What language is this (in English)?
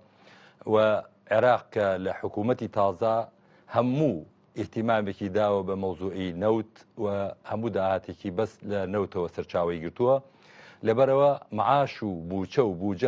Central Kurdish